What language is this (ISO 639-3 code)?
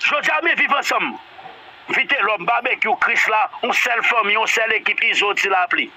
hat